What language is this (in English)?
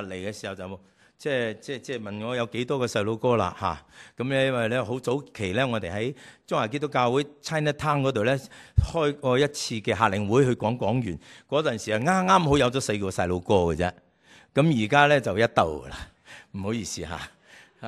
Cantonese